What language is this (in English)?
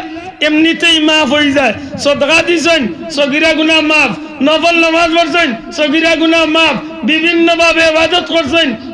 Sylheti